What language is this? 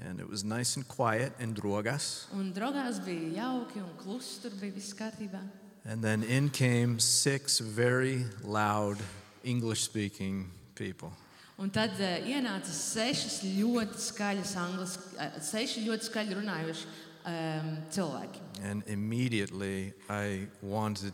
Latvian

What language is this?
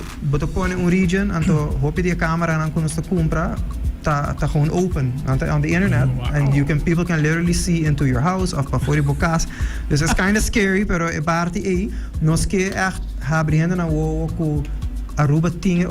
Papiamento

